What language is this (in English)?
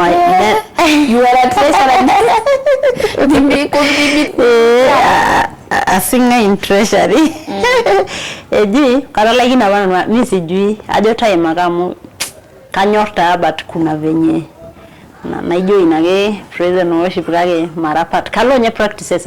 Masai